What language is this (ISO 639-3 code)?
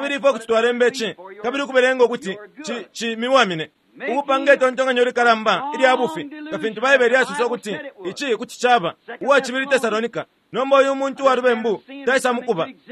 bem